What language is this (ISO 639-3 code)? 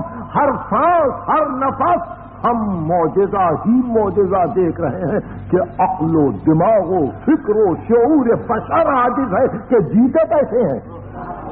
urd